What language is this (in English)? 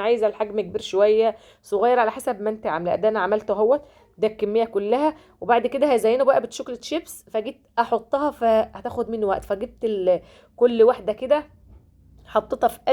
Egyptian Arabic